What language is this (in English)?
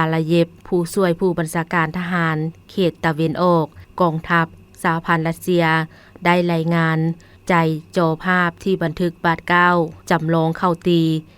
Lao